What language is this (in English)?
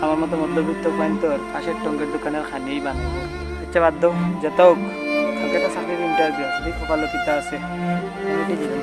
Sylheti